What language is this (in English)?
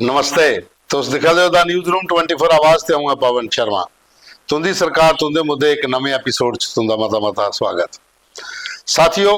Dogri